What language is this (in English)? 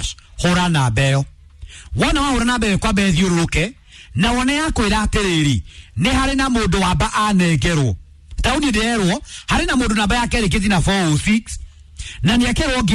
Kikuyu